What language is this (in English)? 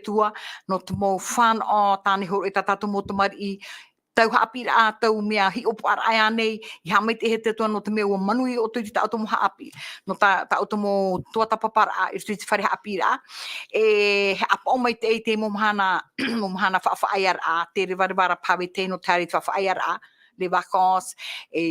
Tahitian